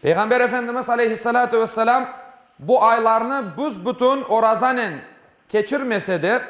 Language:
Crimean Tatar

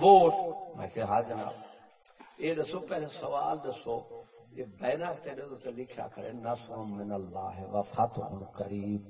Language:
Saraiki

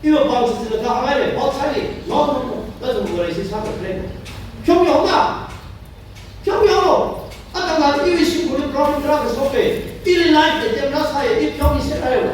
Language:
Tangkhul Naga (India)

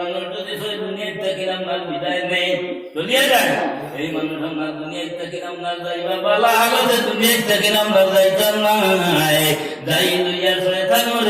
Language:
Sylheti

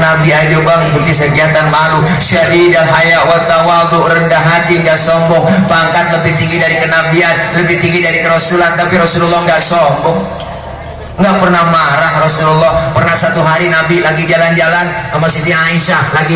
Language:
Betawi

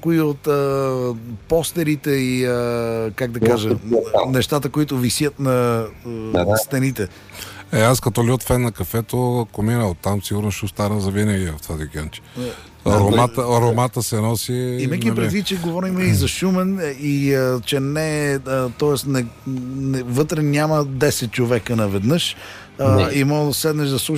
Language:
Bulgarian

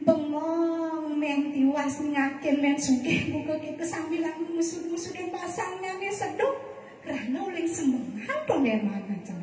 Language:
Balinese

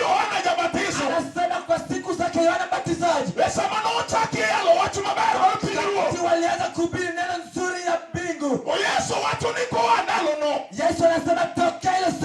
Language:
Luo (Kenya and Tanzania)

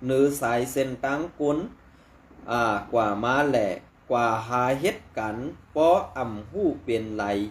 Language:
Shan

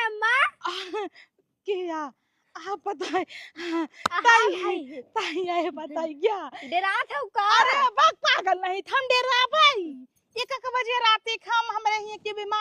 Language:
Awadhi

